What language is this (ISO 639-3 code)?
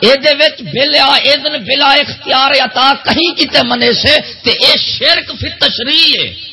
skr